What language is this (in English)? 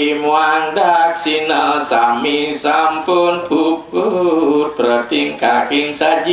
Balinese